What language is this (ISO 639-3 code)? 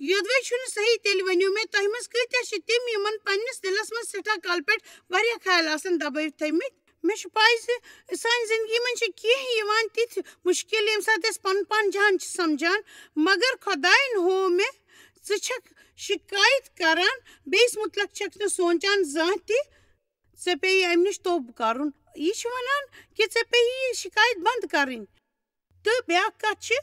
kas